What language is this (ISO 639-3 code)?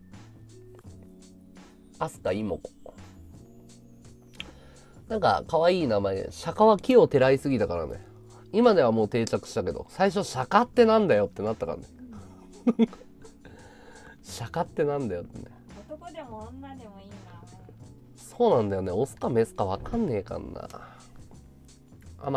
jpn